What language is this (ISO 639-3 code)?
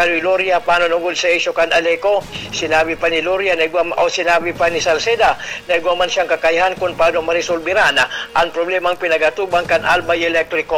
bik